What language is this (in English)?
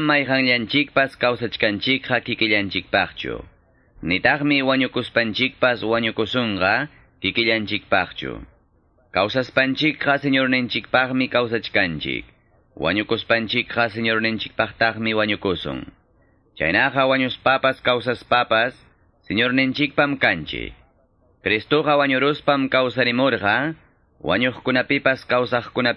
Quechua